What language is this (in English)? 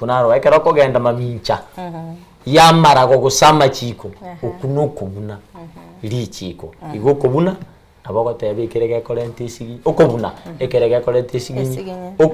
Gusii